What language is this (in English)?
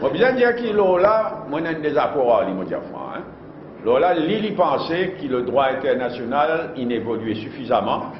Morisyen